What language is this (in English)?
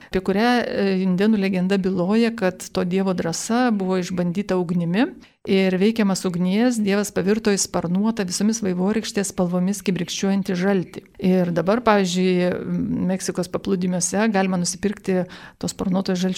Lithuanian